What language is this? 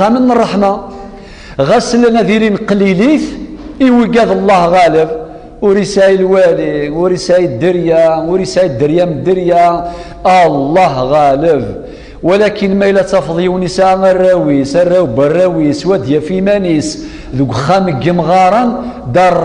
Kabyle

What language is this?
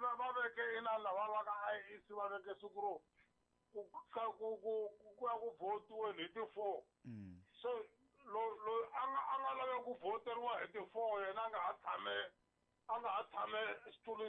Tsonga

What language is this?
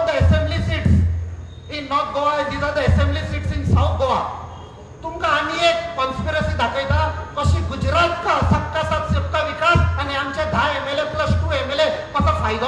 Konkani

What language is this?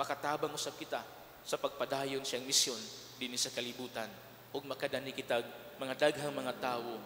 Cebuano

